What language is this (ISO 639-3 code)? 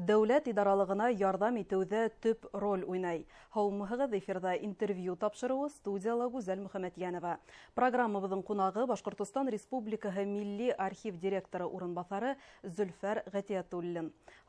bak